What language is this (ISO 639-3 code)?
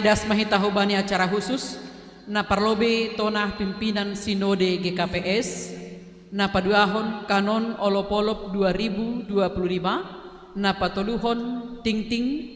bts